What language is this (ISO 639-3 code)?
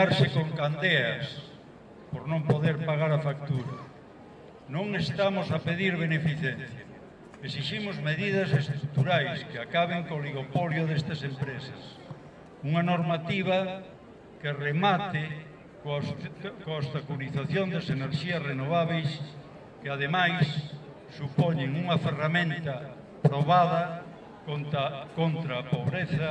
glg